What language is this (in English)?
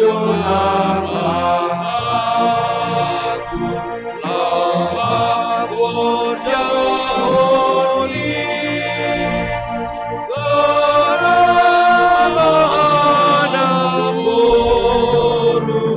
Batak Simalungun